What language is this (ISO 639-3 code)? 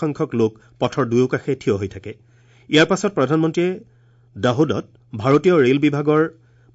asm